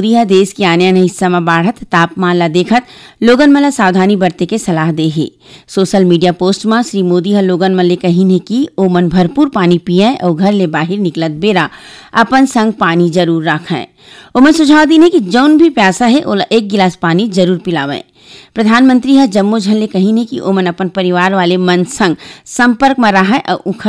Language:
Chhattisgarhi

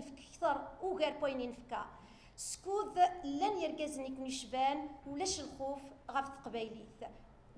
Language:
Kabyle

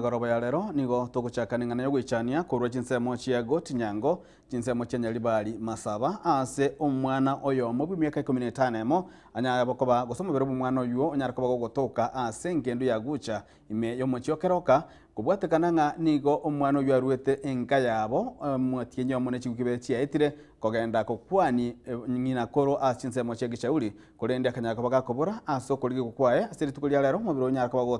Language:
Gusii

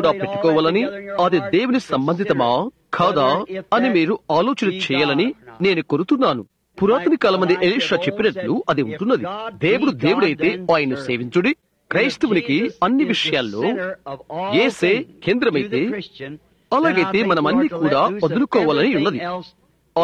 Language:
Telugu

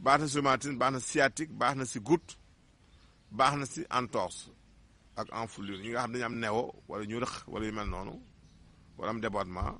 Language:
Wolof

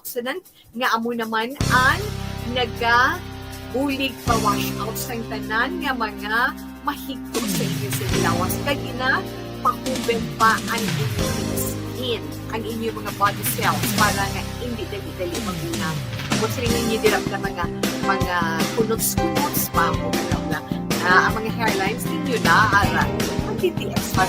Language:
Hiligaynon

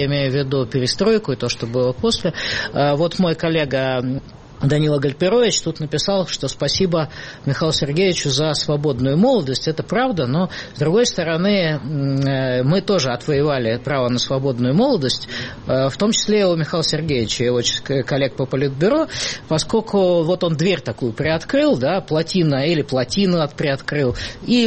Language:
Russian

